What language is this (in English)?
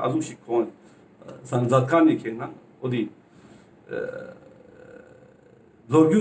Ladakhi